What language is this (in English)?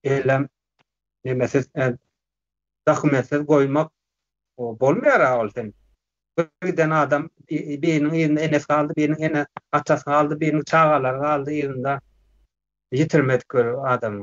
Turkmen